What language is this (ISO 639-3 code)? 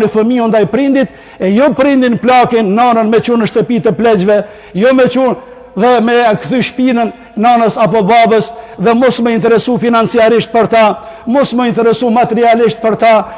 sqi